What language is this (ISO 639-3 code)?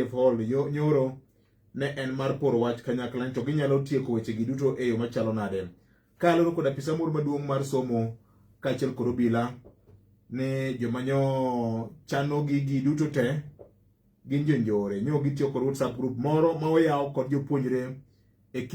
luo